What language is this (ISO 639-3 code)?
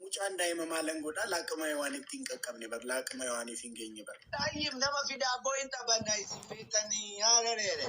orm